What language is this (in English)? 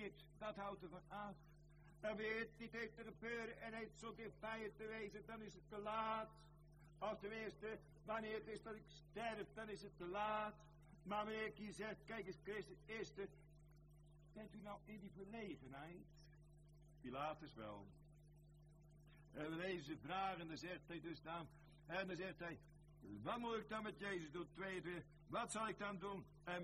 Dutch